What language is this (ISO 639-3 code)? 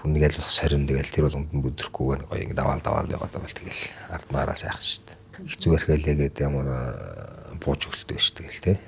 mon